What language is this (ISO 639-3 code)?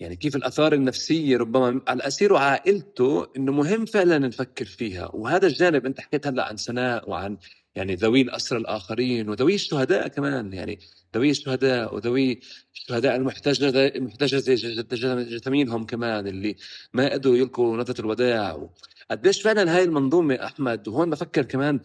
apc